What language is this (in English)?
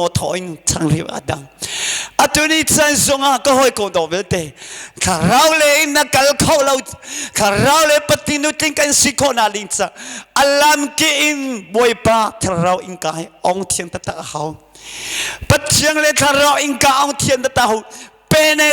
Hakha Chin